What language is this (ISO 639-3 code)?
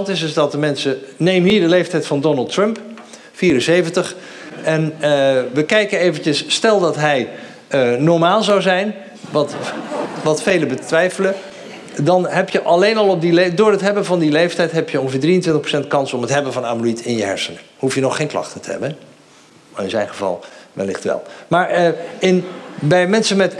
nld